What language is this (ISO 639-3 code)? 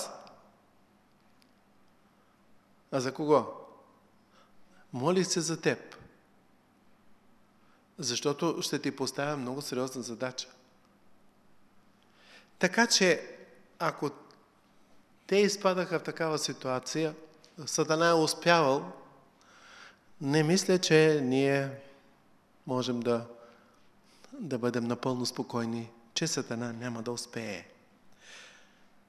bul